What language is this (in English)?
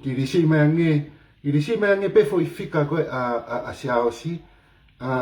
Tongan